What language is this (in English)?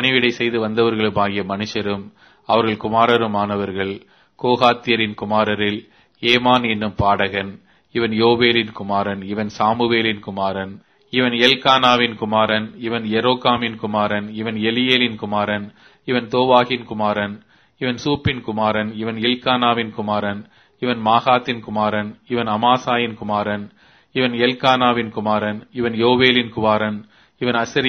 Tamil